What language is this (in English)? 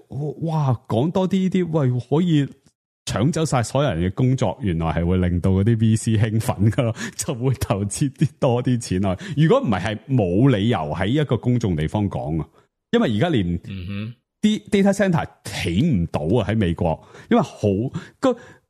Cantonese